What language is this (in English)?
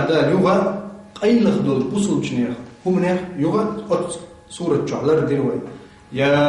Chechen